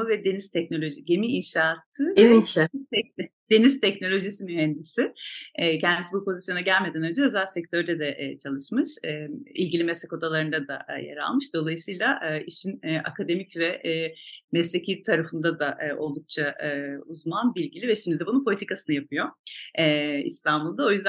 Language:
Turkish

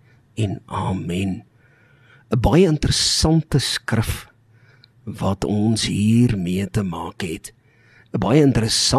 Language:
Afrikaans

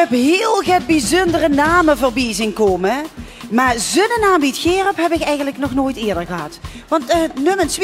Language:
Limburgish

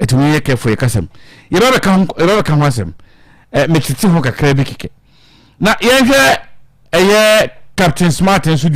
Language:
Akan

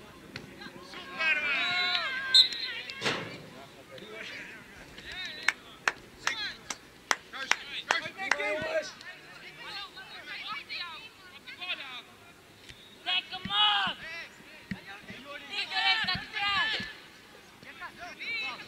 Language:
Dutch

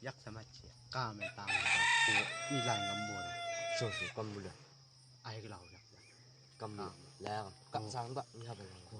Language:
Chang Naga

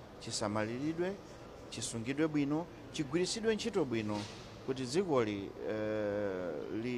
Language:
Nyanja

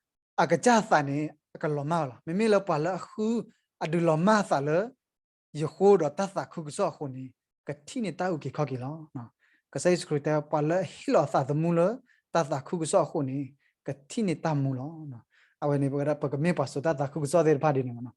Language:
S'gaw Karen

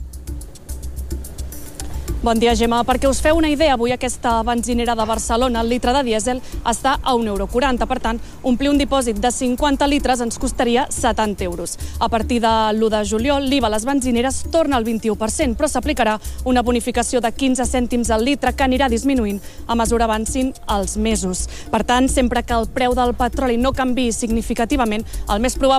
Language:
Catalan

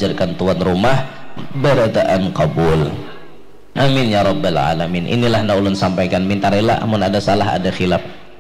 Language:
Banjar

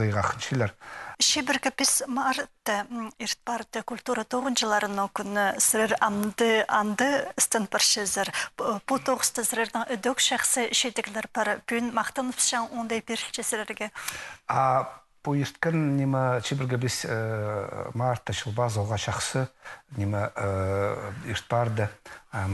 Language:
Khakas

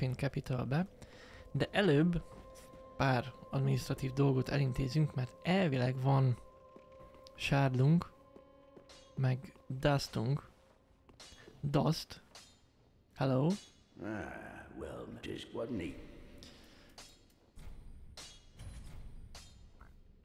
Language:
Hungarian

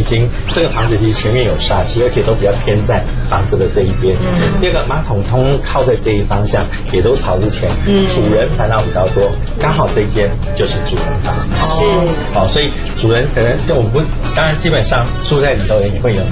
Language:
Chinese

